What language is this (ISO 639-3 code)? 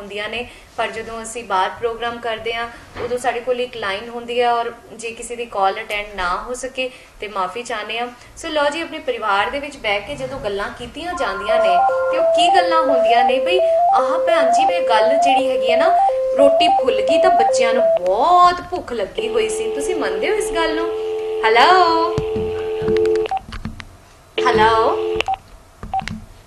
pan